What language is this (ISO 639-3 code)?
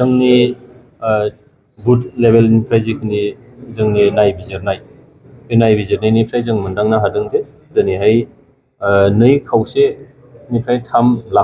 brx